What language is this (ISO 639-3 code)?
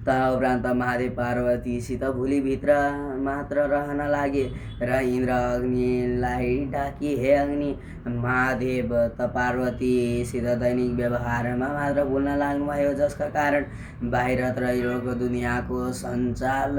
nep